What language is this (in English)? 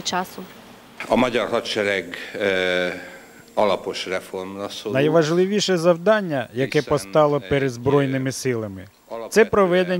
Ukrainian